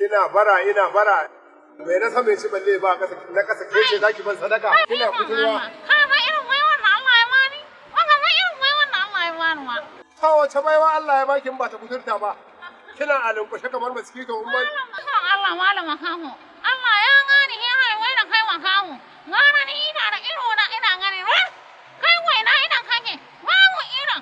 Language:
Hausa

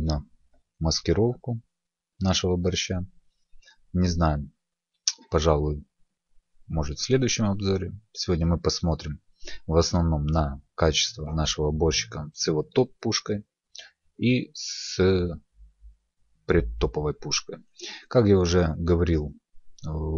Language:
Russian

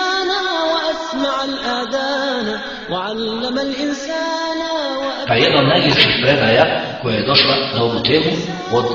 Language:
Bosnian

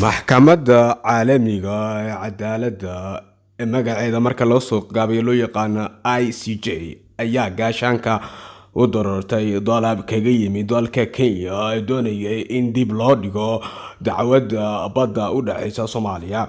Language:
Somali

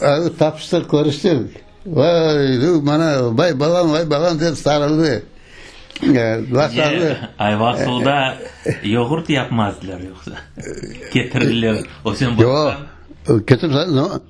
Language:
Crimean Tatar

